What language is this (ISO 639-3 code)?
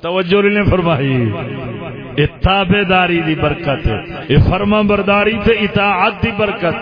skr